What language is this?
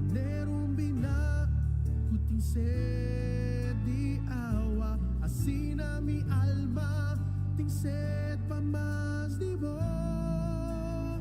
Papiamento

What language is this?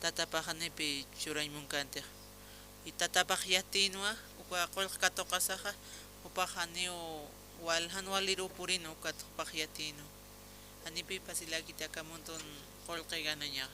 Aymara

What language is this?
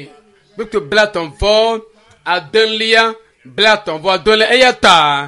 Ewe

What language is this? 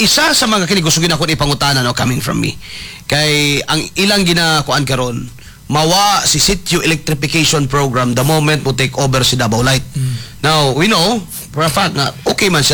Cebuano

